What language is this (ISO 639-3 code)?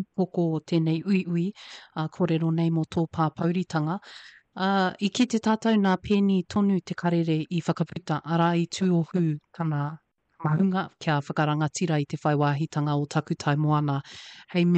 mri